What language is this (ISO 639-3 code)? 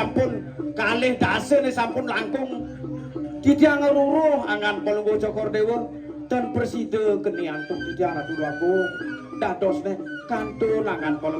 ban